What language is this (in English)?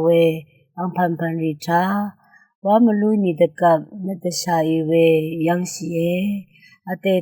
Rawang